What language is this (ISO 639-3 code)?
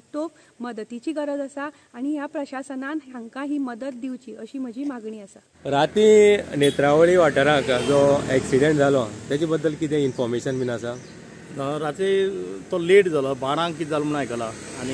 kok